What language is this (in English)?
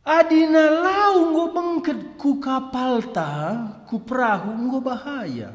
Batak Karo